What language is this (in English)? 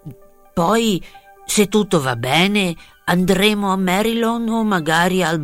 Italian